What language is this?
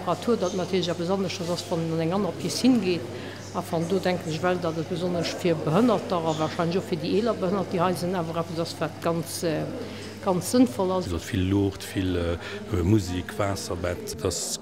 Luxembourgish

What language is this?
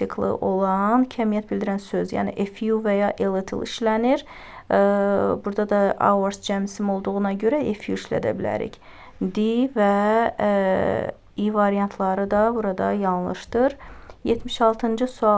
Azerbaijani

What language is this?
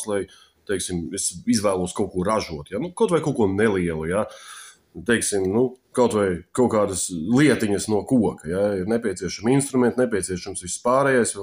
Latvian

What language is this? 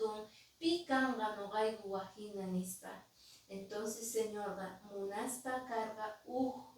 Quechua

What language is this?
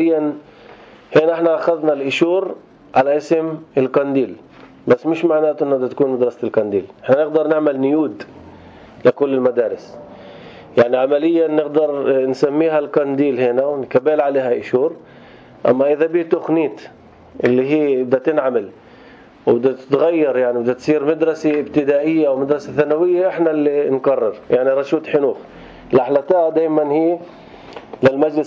North Levantine Arabic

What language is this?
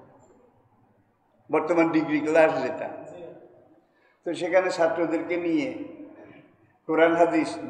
Bangla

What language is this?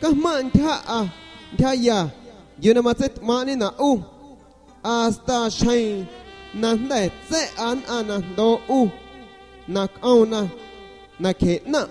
San Pedro Amuzgos Amuzgo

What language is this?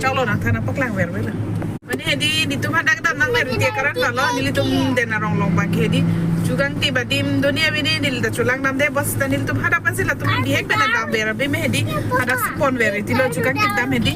Karbi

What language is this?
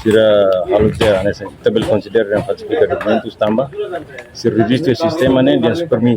Tetum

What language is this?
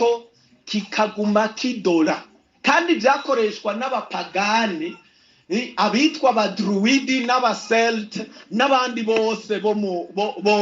Rundi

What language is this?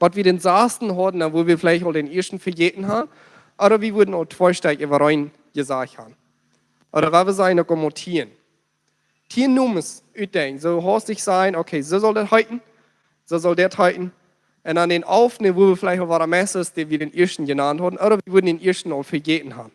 Plautdietsch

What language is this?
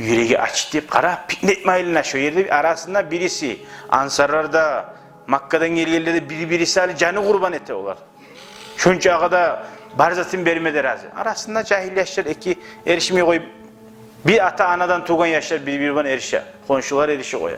Kumyk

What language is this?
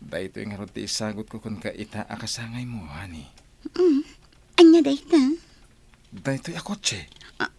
Iloko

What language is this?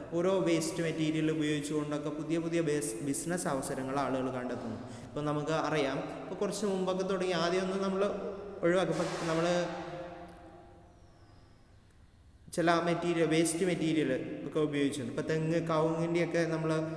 Malayalam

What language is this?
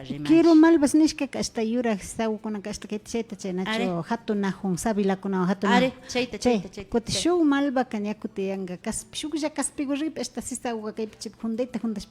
Imbabura Highland Quichua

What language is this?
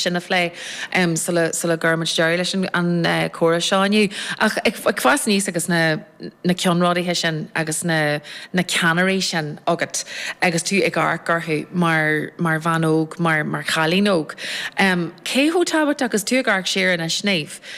Irish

